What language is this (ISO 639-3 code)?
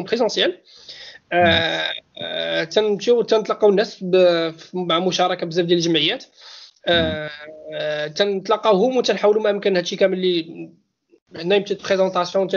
ary